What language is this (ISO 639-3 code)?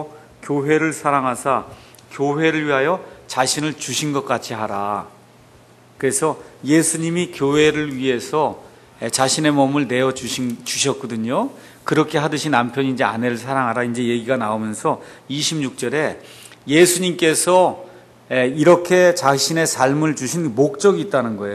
kor